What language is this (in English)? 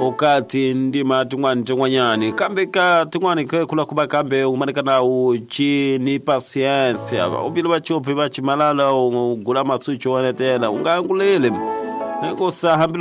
Tsonga